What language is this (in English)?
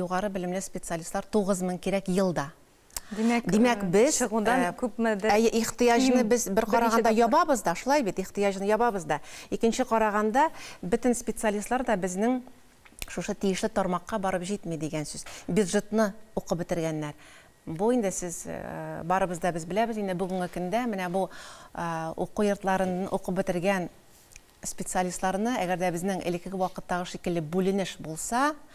Tatar